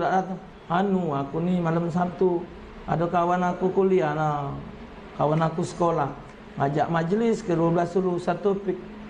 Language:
Musi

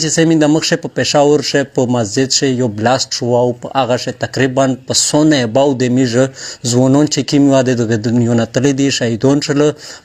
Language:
Pashto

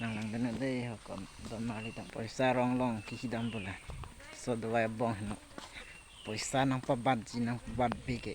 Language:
Karbi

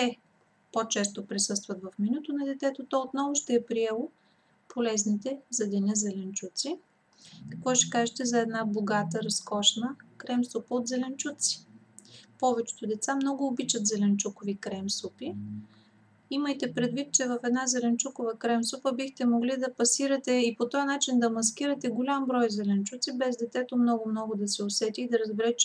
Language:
Bulgarian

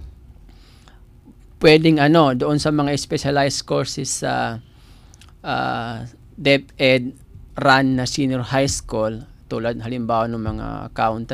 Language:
Filipino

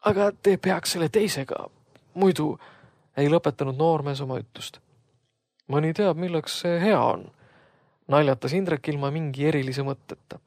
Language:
Estonian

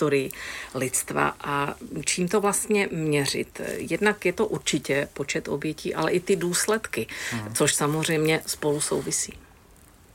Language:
Czech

